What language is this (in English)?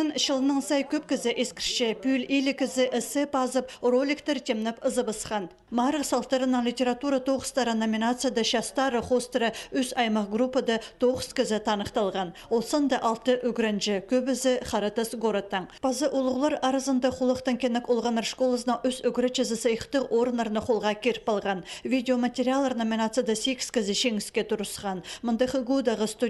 Khakas